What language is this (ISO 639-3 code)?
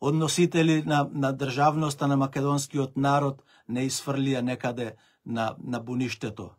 mkd